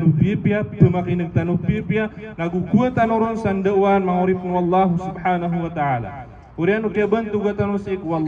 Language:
Maranao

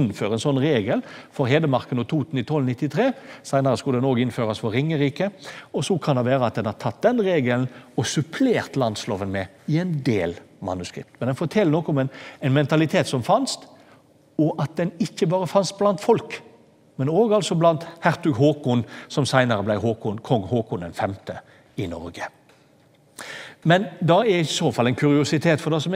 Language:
Norwegian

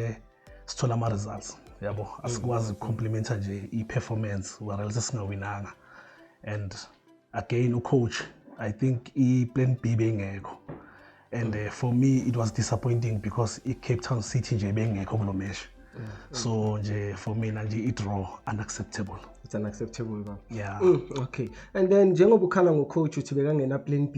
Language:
Zulu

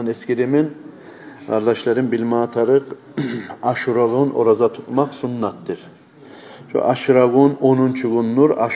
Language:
Kumyk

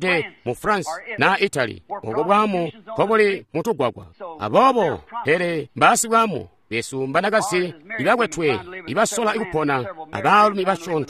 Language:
Tonga (Zambia)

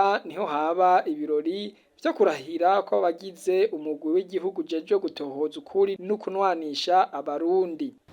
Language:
Rundi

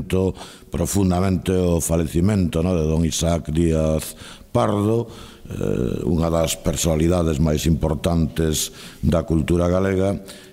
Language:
Galician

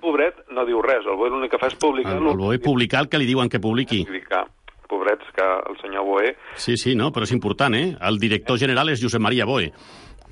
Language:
Catalan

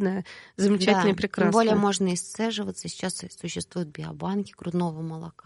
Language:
Russian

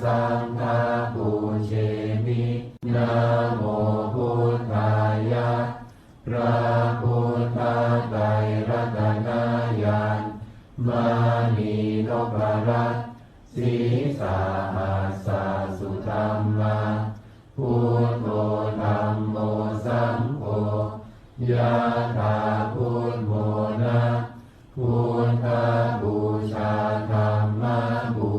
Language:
Pali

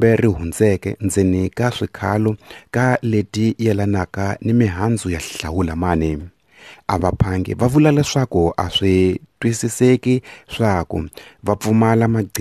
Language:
Tsonga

